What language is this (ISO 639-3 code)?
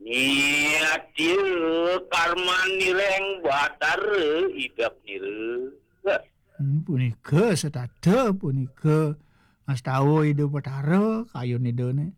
ban